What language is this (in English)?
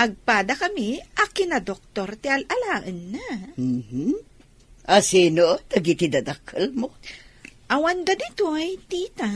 Iloko